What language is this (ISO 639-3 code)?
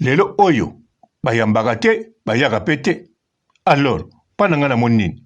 lin